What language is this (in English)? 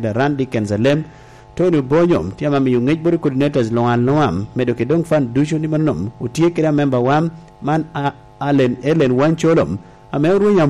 Lango (Uganda)